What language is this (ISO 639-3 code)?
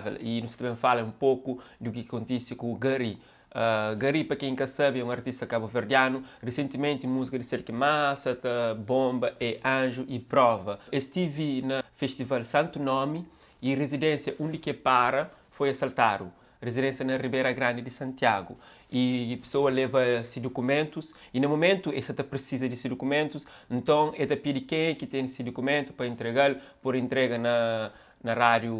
kea